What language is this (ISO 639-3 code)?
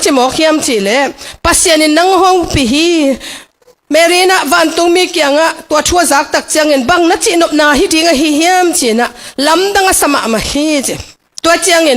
ctd